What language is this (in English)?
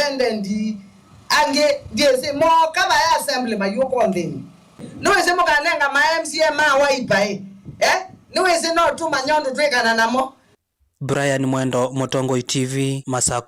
Kamba